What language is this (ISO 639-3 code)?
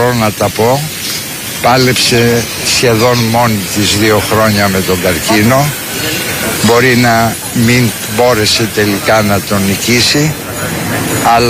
ell